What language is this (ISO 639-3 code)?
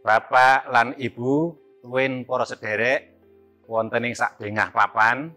jav